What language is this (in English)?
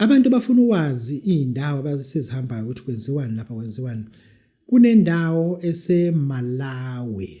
Zulu